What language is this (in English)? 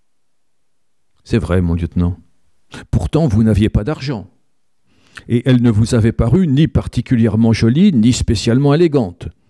French